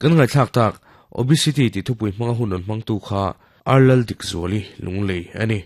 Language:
Mizo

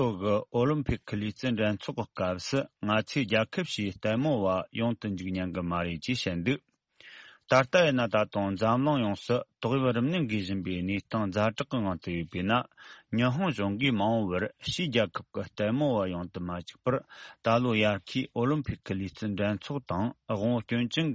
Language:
Tibetan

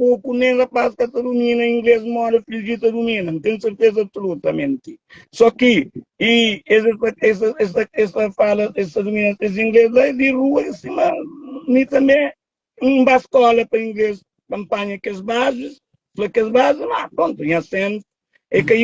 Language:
Kabuverdianu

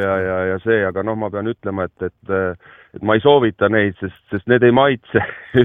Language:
Estonian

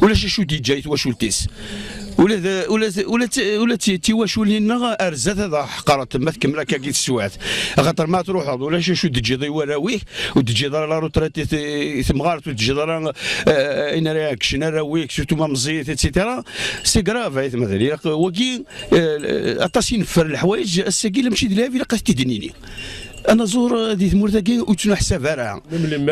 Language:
Kabyle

